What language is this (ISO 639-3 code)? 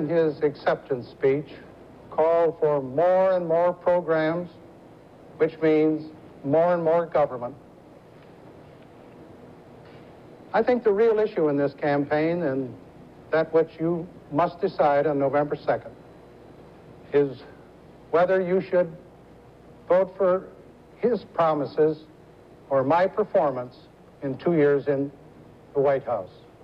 eng